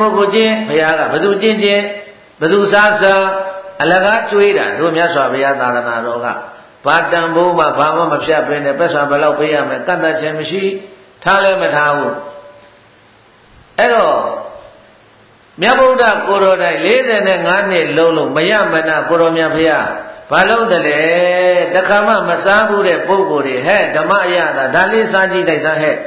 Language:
Burmese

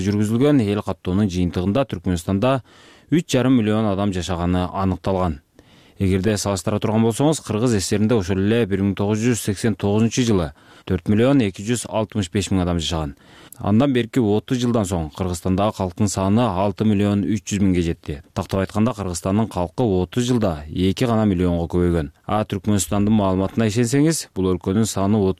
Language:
Kyrgyz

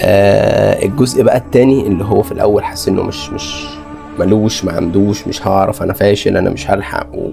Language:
Egyptian Arabic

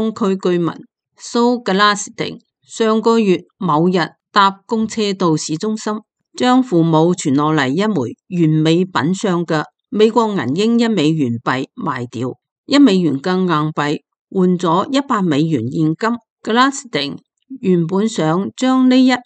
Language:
Cantonese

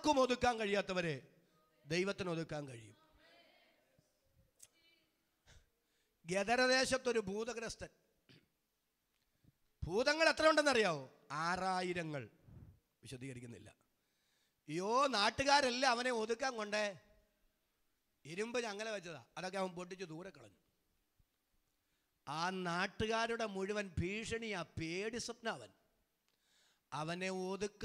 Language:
Malayalam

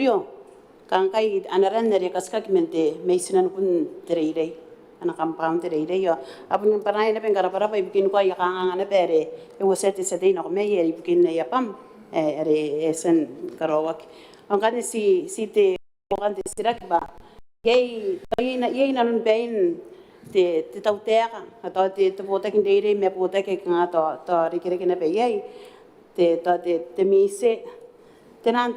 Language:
Gilbertese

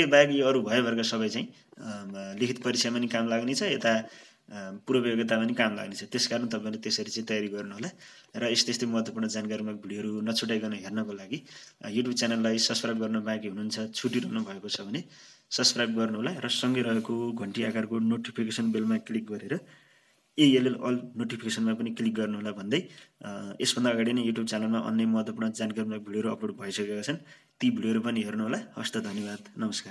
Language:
Nepali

